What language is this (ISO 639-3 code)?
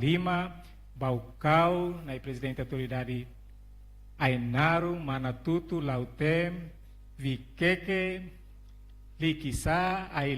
tet